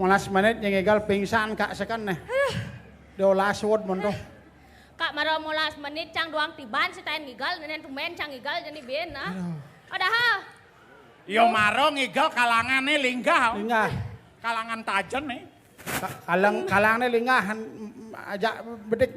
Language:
Balinese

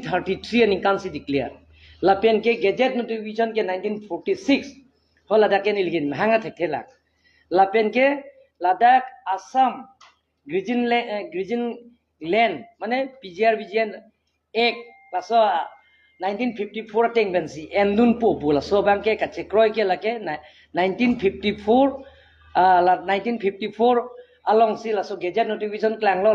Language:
Karbi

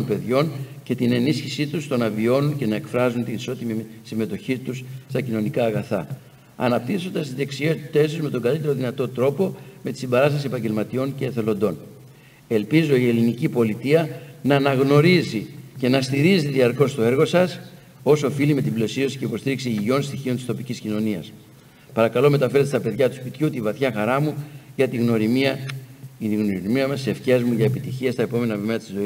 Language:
Greek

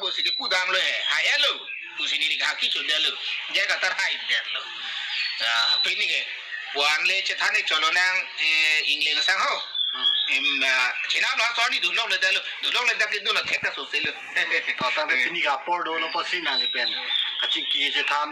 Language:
Karbi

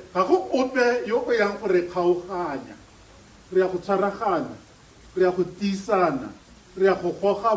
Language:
Tswana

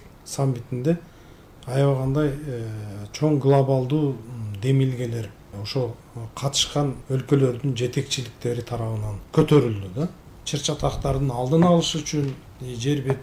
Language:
Kyrgyz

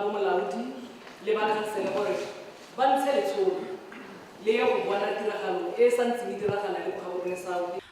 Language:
Tswana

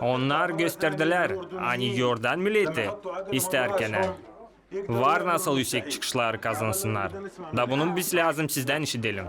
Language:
Gagauz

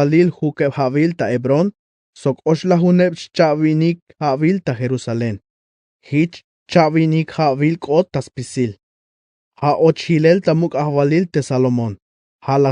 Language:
Tzeltal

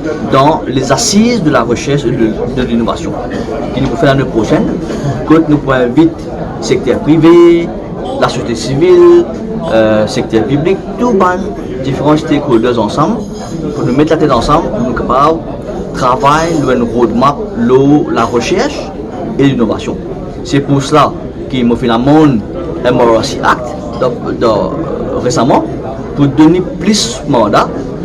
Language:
Morisyen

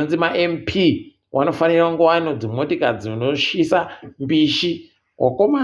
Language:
Ndau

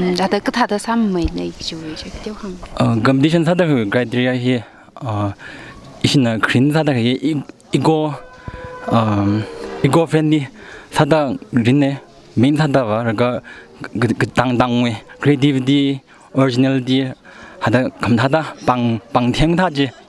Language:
Tangkhul Naga (India)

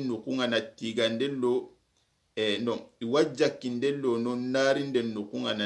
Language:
Soninke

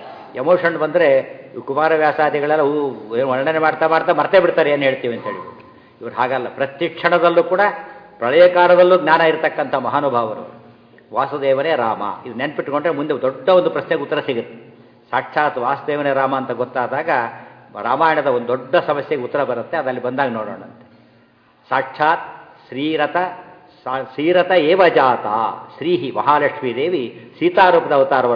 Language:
Kannada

